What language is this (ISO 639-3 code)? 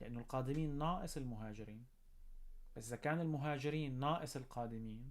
apc